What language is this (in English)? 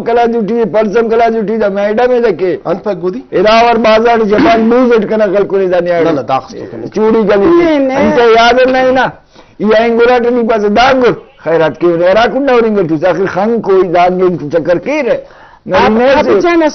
Brahui